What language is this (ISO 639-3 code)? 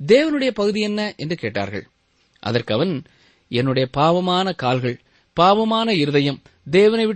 tam